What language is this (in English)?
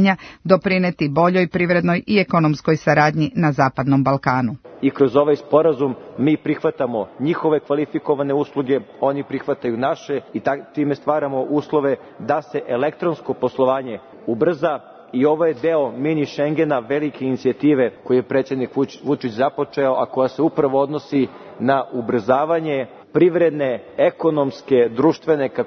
Serbian